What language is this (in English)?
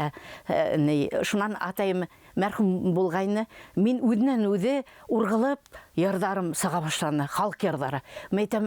Bashkir